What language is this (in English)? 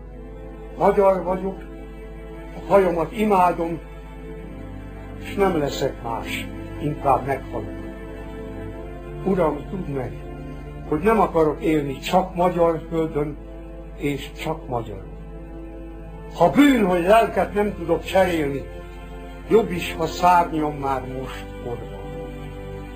Hungarian